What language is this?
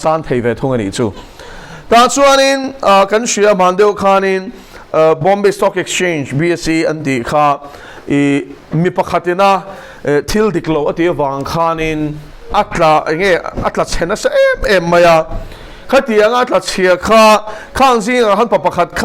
Mizo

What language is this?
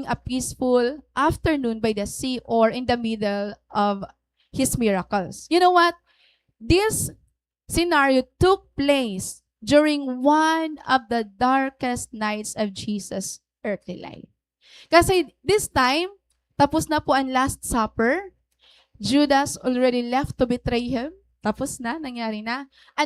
Waray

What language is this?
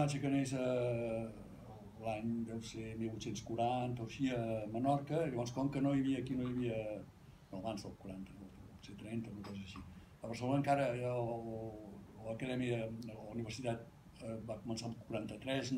Catalan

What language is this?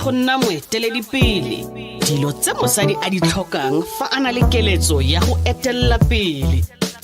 Tswana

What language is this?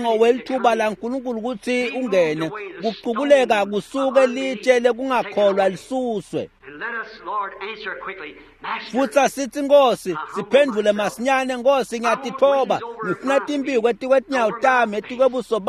Swati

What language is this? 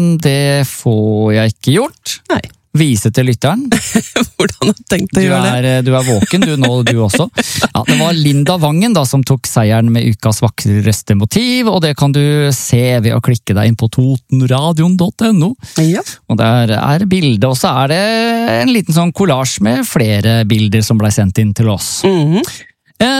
Norwegian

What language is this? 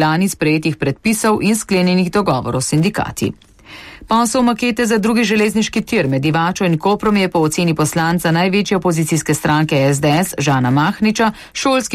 Slovenian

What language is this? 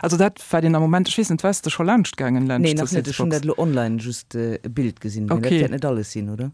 Luxembourgish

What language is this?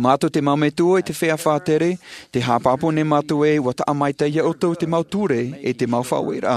Tahitian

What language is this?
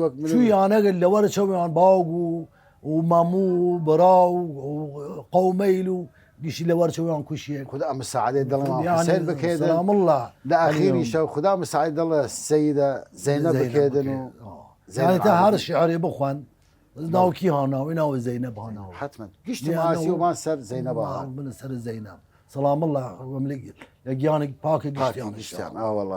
Southern Kurdish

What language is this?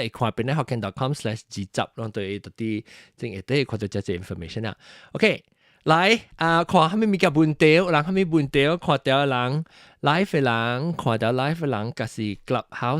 Min Nan Chinese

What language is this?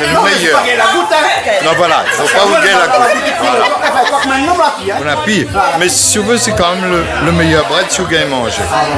Réunion Creole French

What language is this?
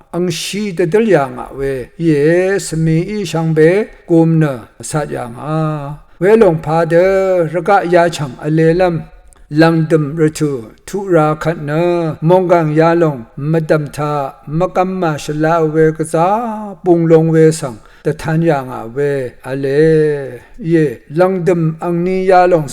Rawang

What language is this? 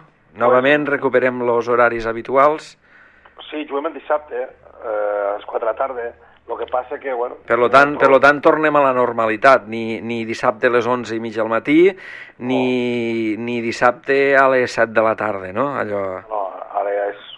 Catalan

